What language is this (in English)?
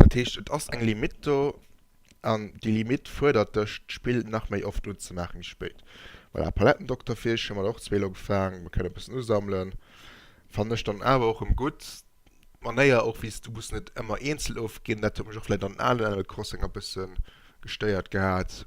Luxembourgish